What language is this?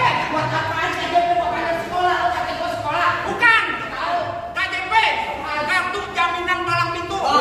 Betawi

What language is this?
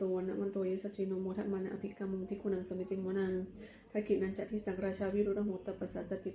Pali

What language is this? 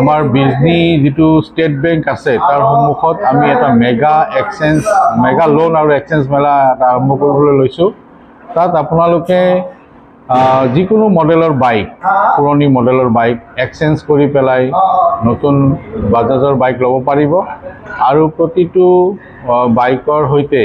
Assamese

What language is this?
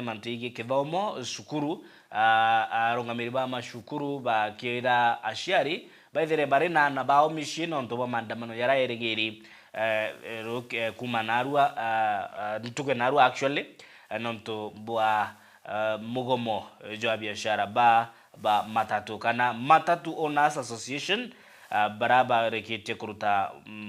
Meru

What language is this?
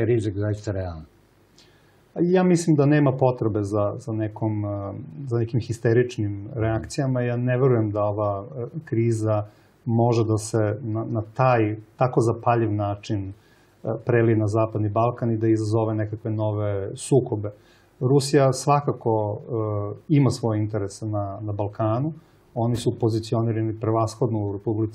Serbian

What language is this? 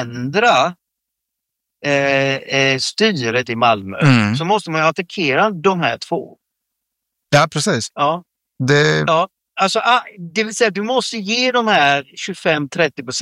Swedish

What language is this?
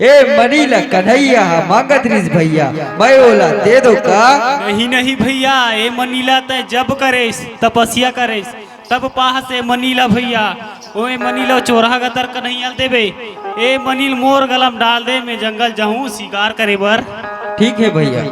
Chhattisgarhi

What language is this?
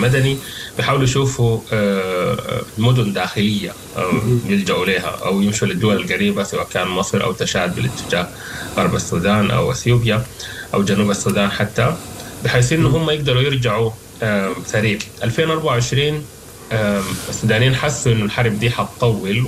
Sudanese Arabic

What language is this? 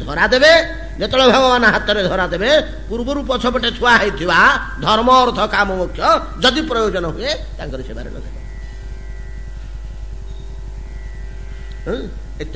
Odia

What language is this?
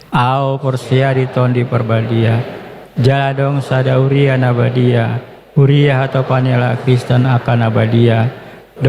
Batak Toba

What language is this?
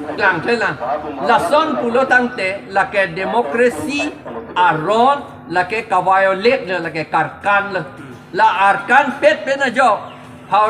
Karbi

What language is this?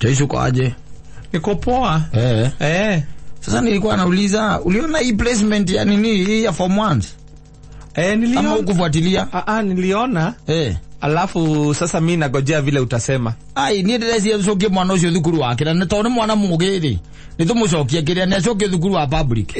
Kikuyu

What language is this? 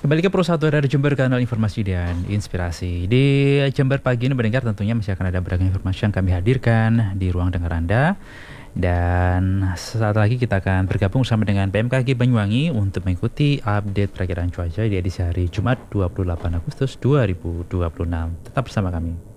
Indonesian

